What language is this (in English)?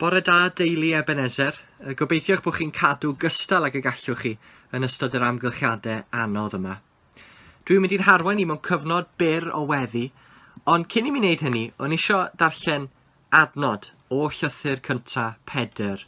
Welsh